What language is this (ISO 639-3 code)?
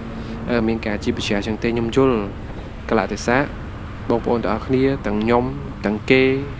khm